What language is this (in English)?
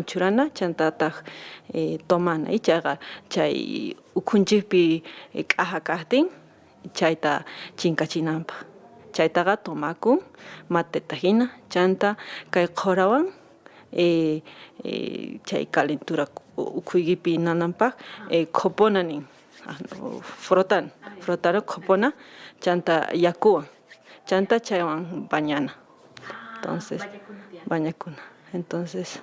Quechua